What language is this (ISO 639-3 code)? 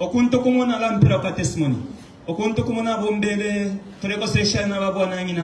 bem